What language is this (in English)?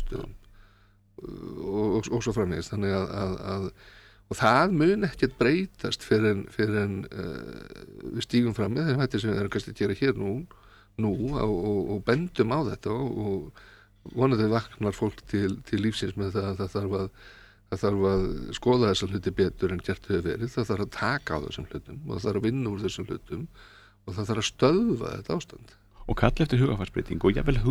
Icelandic